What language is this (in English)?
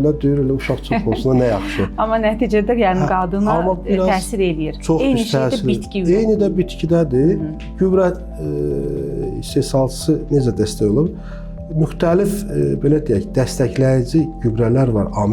Azerbaijani